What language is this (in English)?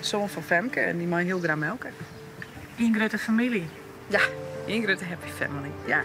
Western Frisian